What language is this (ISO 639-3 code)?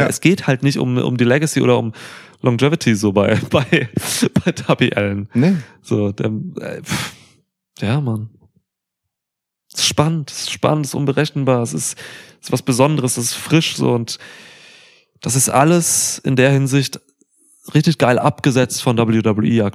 deu